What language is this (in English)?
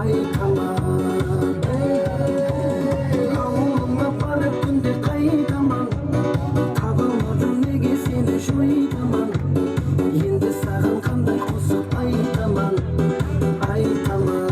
Kara-Kalpak